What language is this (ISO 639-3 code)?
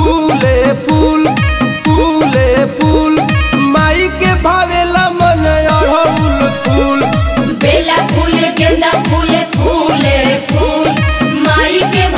bho